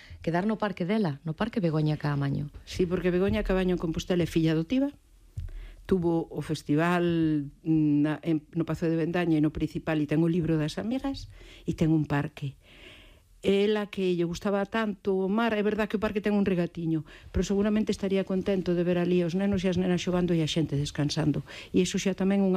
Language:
Galician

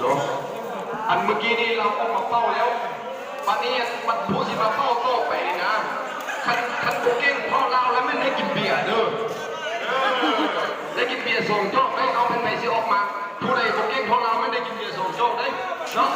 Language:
Lao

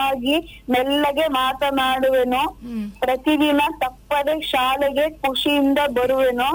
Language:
Kannada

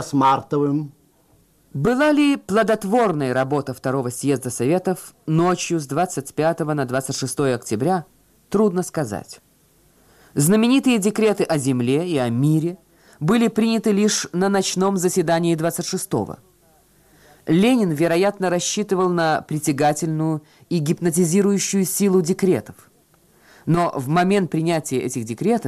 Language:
Russian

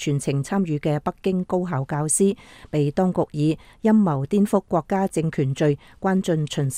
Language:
Cantonese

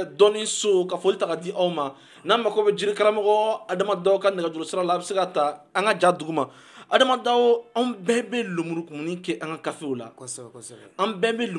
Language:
Bambara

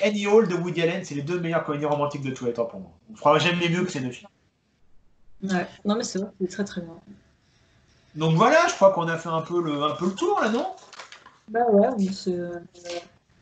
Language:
French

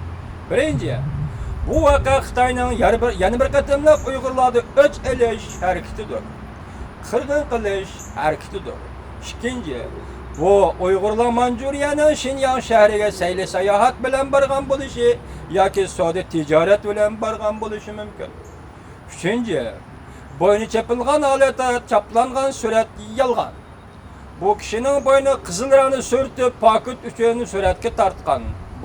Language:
Uyghur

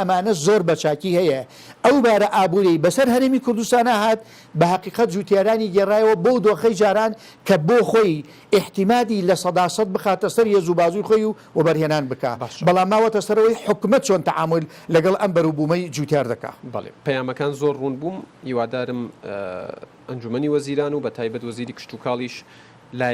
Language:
Central Kurdish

